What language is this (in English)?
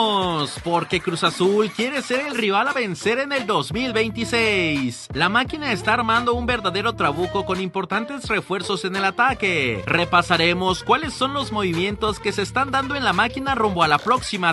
Spanish